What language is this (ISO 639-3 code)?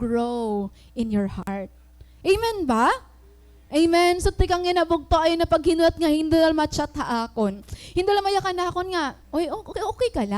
war